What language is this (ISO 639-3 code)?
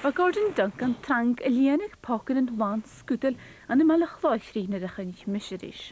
cym